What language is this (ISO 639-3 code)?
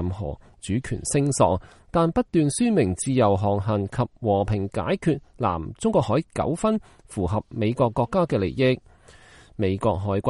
yue